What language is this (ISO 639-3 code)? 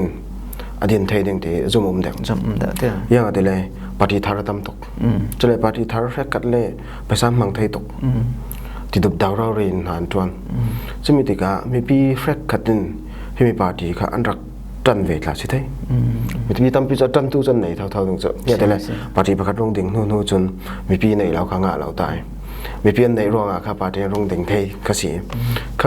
cfm